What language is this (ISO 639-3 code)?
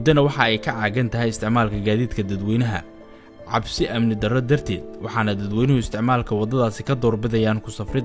som